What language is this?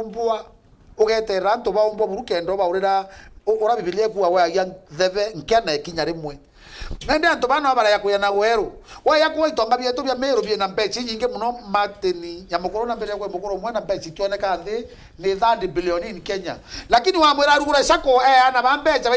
Meru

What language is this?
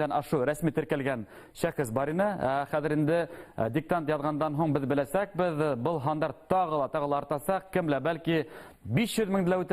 Bashkir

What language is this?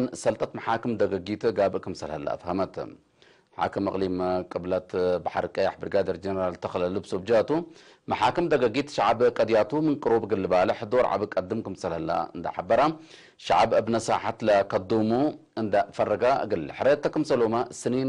Tigre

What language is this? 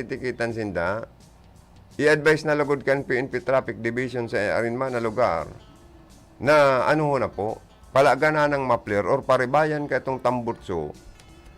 Bikol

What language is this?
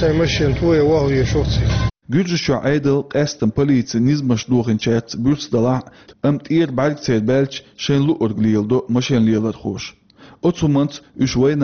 Chechen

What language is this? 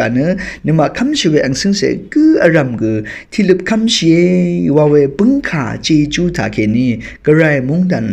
Rawang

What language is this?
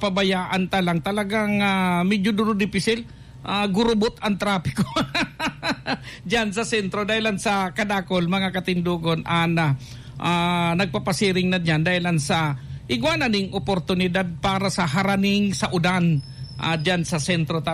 Bikol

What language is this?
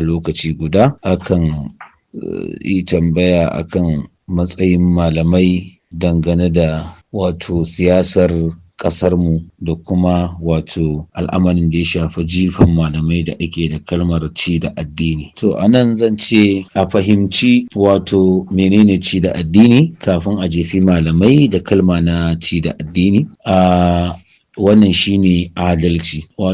Hausa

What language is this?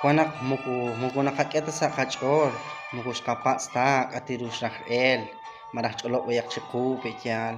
Kekchí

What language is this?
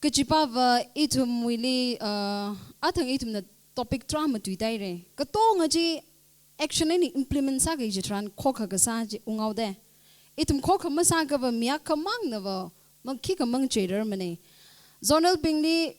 Tangkhul Naga (India)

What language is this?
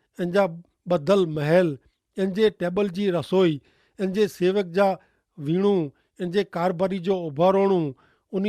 Kachhi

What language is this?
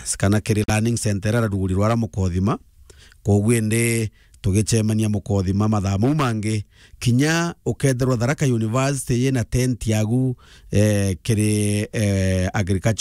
Meru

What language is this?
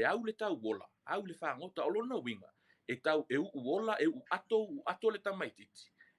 Samoan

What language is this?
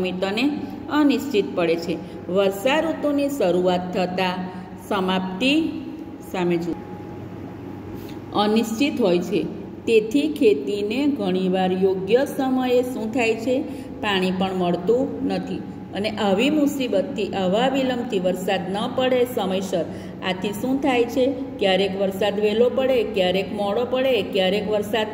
Gujarati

